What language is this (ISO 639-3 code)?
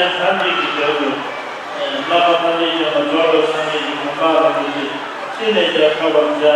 bod